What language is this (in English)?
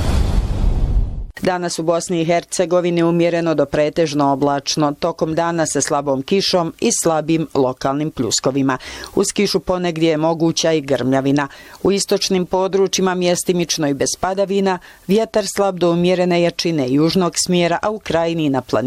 Bosnian